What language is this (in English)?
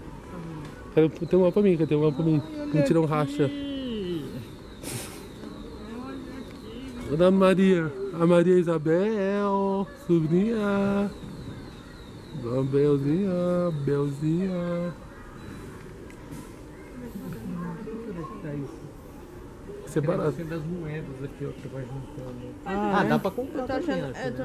Portuguese